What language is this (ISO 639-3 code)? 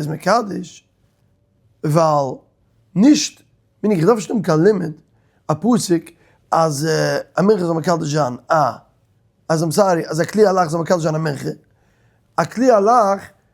yid